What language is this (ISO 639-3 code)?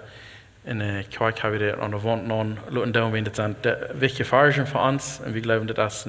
pdt